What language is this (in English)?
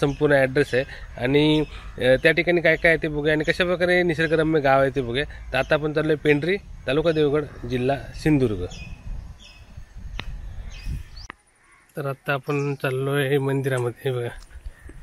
Marathi